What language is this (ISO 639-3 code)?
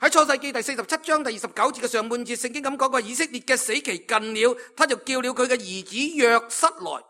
yue